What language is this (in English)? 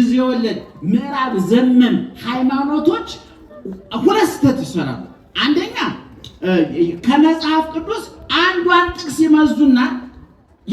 Amharic